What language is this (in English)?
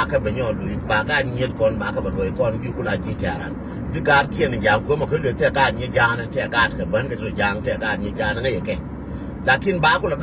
Nuer